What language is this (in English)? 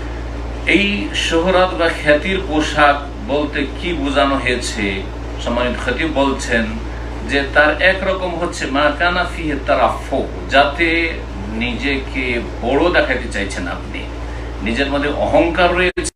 Bangla